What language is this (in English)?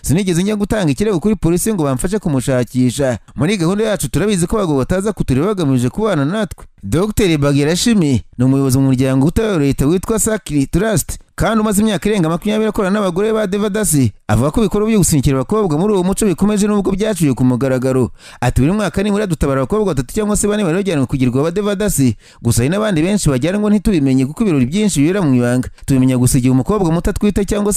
Kinyarwanda